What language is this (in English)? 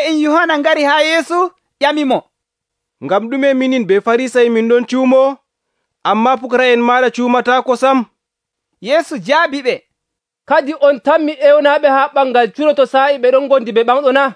Nigerian Fulfulde